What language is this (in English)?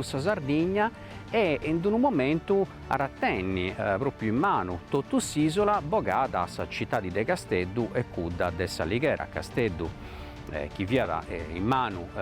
Sardinian